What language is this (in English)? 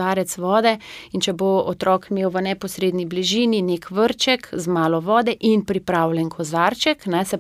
Slovenian